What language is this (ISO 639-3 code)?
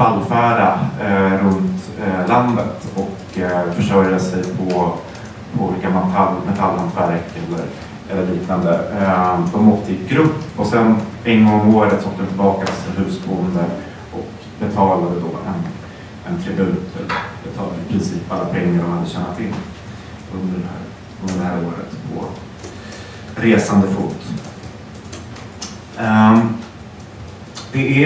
swe